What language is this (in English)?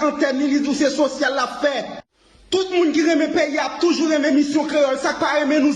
Haitian Creole